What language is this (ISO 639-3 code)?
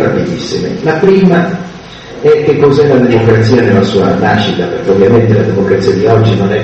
ita